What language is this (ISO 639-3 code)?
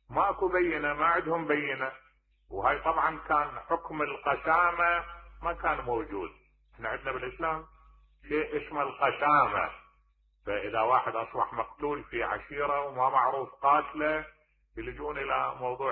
acm